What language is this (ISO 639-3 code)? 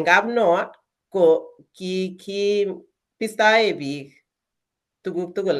kln